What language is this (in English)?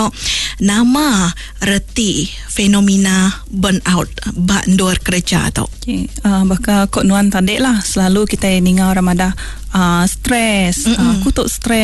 Iban